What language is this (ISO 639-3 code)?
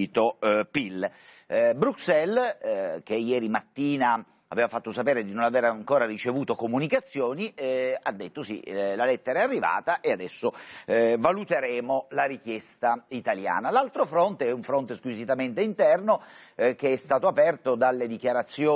ita